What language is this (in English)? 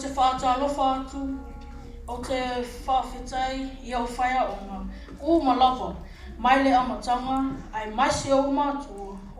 Samoan